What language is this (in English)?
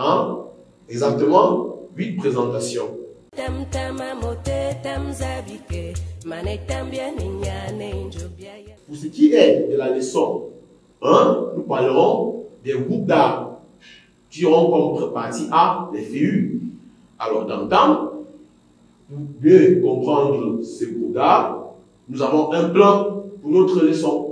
French